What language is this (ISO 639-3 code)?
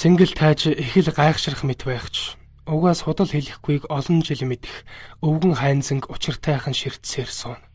mon